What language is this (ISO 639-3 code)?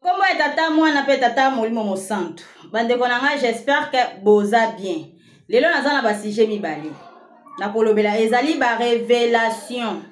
lin